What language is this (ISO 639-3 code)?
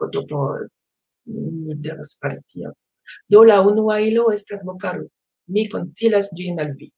epo